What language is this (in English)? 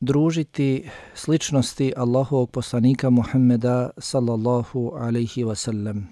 Bosnian